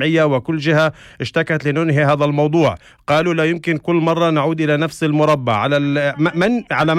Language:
Arabic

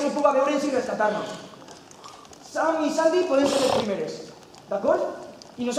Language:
Catalan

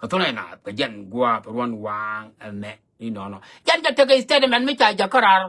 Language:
Nuer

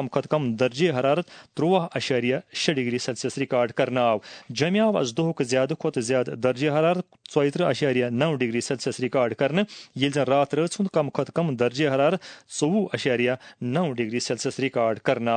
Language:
Kashmiri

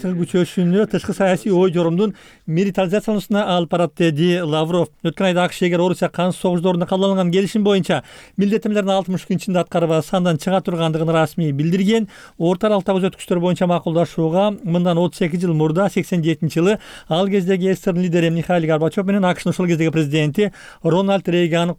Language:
Kyrgyz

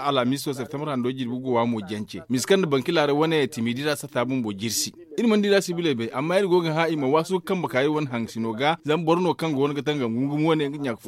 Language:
Zarma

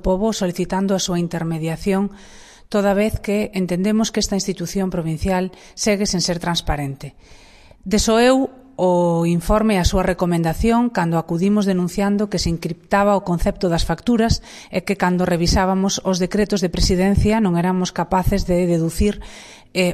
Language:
Galician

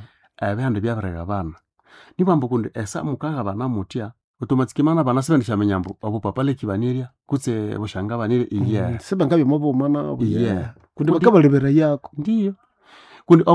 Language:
Nande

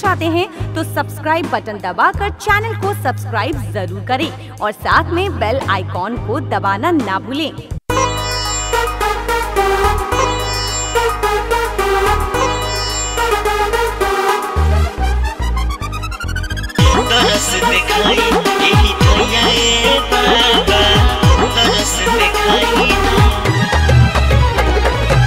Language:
Bhojpuri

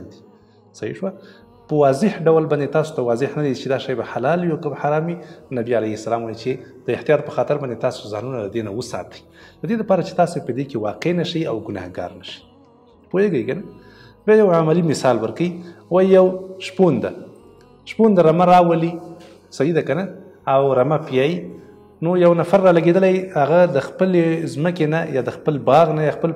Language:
Pashto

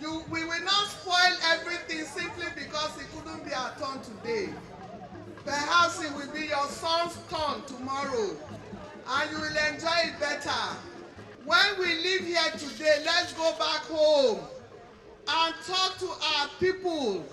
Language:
Nigerian Pidgin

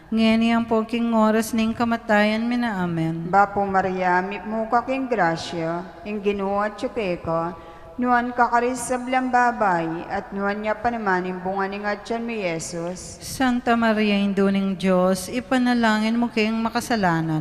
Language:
Pampanga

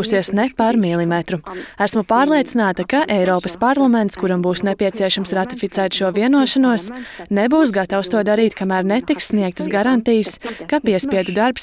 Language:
Latvian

